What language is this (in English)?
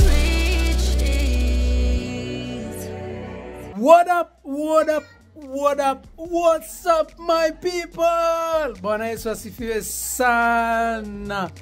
Swahili